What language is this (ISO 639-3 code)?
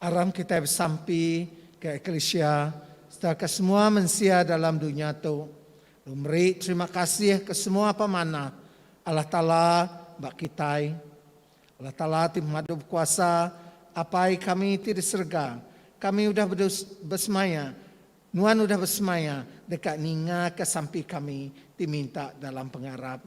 iba